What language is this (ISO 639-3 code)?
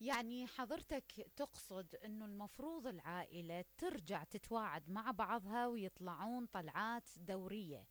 acm